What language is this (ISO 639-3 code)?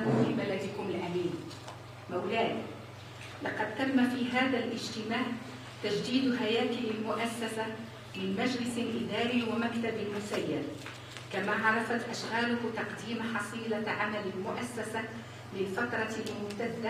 ara